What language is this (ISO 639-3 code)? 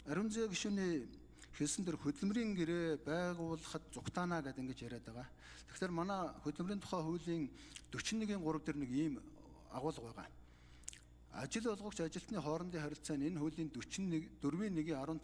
mon